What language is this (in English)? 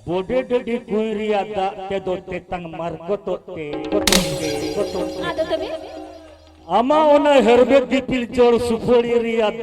Santali